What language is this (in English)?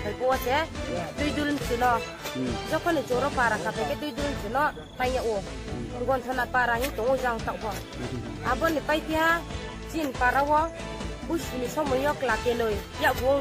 Riang (India)